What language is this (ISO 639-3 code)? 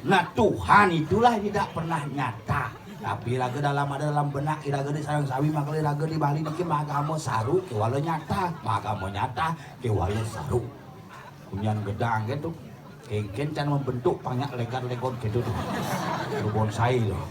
ban